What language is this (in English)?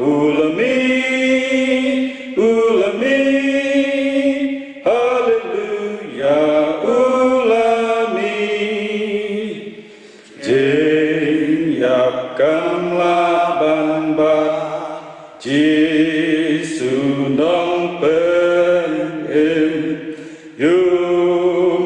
Khasi